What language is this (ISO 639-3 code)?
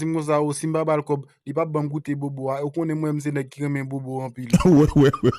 hat